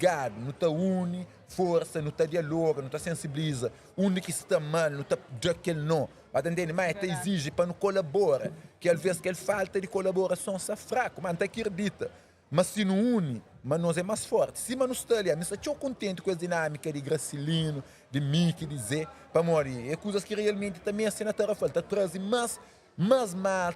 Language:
Kabuverdianu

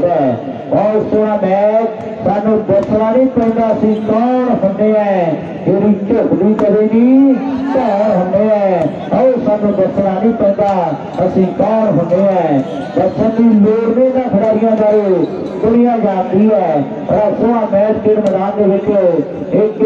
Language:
Punjabi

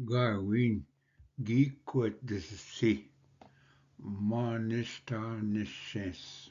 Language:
Ojibwa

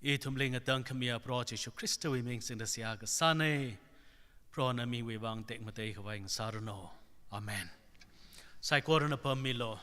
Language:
Tangkhul Naga (India)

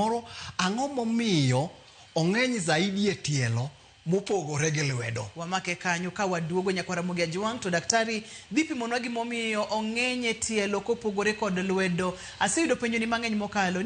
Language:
Luo (Kenya and Tanzania)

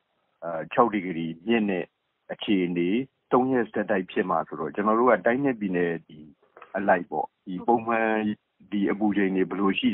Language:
Burmese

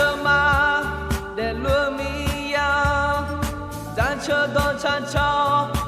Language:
Akha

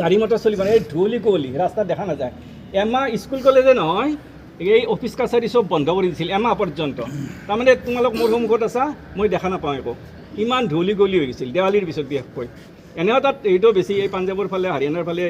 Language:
Assamese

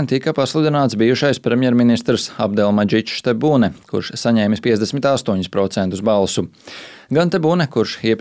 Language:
Latvian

